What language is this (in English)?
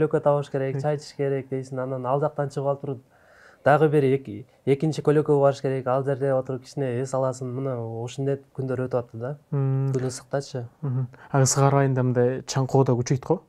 Kyrgyz